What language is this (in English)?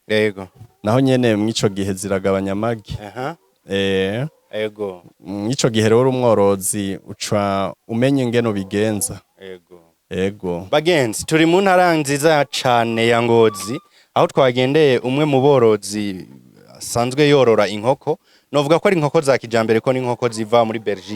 Rundi